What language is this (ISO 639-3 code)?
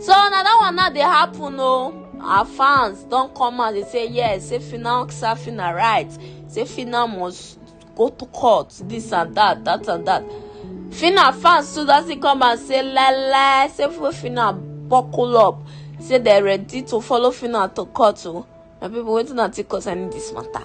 pcm